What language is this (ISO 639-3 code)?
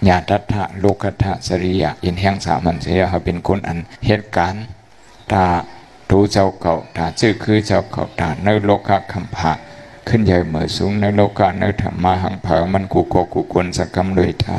shn